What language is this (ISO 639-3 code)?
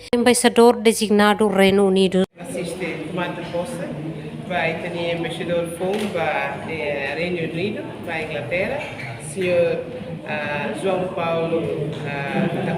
tet